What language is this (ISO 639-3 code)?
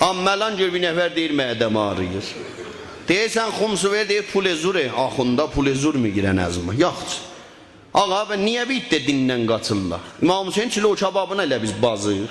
azb